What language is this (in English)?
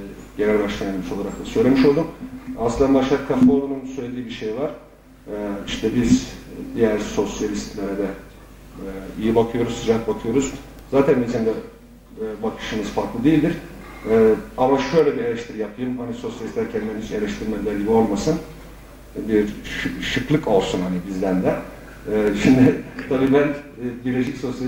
Turkish